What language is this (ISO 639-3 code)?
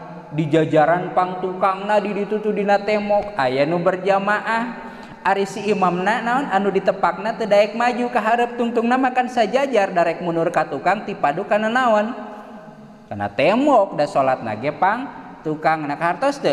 sun